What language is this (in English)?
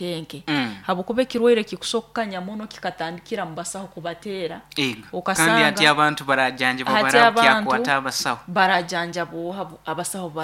Nyoro